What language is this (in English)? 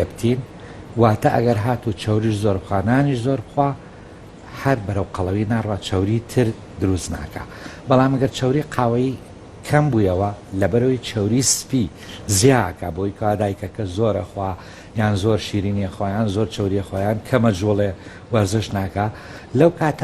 Central Kurdish